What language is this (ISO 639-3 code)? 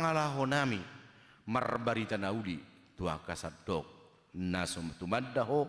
bbc